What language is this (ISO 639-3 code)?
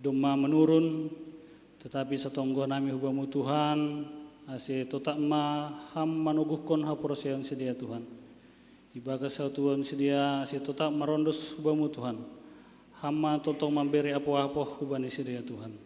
bts